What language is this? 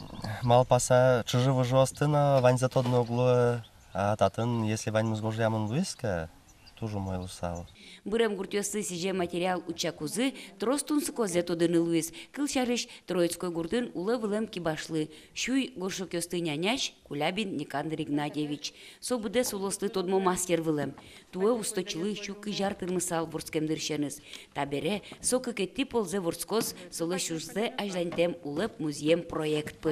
Udmurt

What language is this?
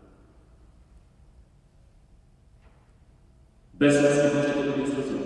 Polish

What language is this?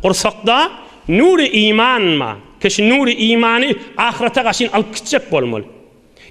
Turkmen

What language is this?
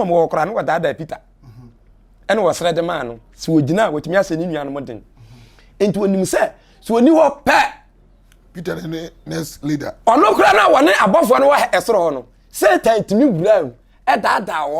Akan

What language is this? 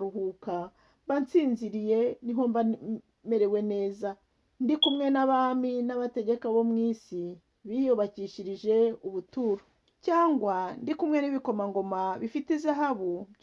Kinyarwanda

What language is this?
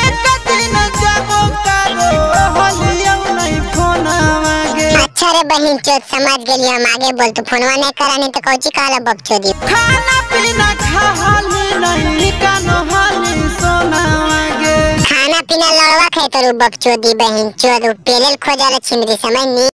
Magahi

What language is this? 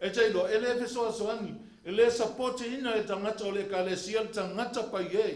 Samoan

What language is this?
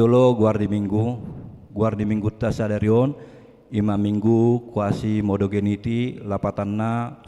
Batak Toba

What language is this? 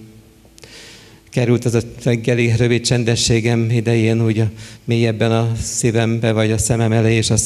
Hungarian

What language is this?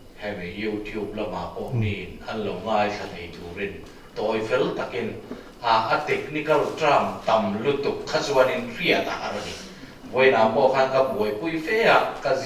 Mizo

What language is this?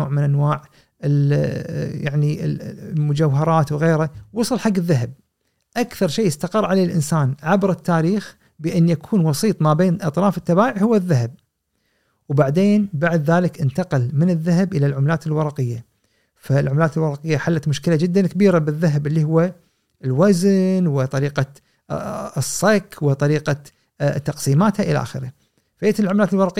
Gulf Arabic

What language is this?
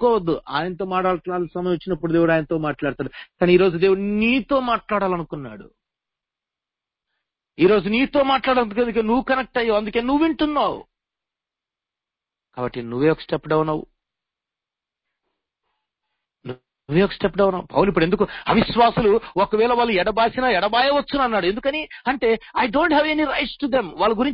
Telugu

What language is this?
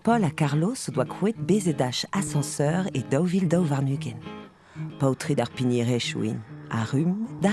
Breton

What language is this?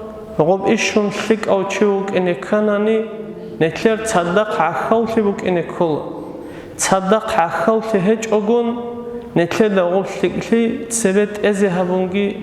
Avaric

